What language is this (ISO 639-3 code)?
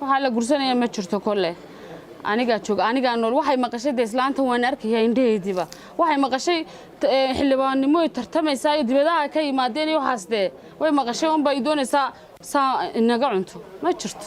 som